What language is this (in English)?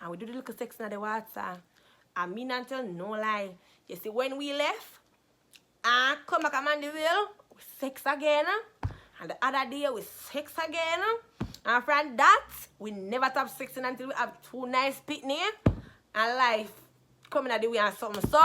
Jamaican Creole English